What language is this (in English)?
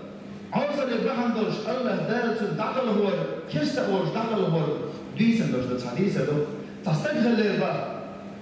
Chechen